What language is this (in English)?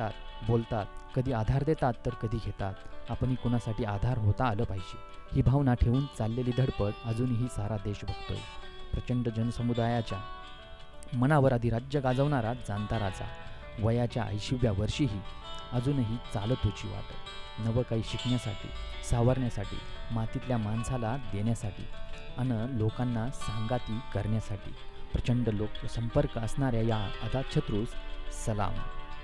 Marathi